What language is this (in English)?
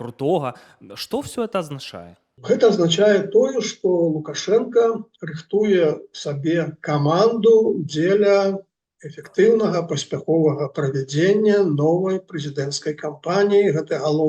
Belarusian